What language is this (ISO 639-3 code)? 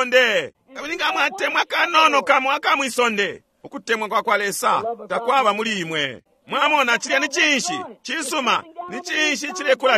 bem